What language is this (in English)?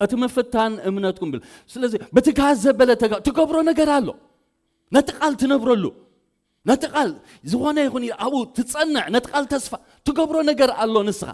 Tigrinya